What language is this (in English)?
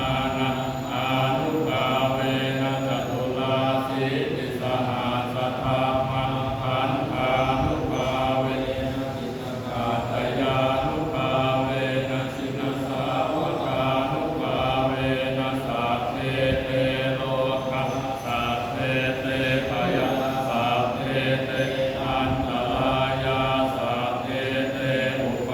Pali